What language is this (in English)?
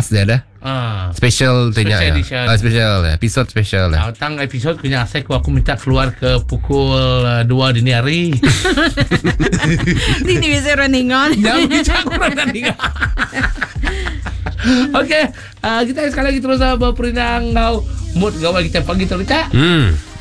Iban